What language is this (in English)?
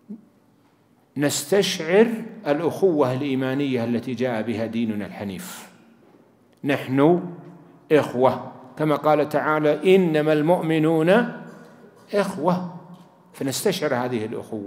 Arabic